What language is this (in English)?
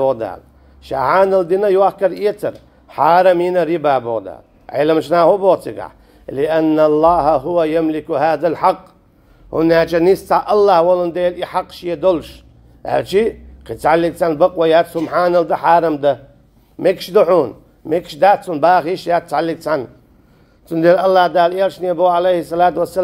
Chechen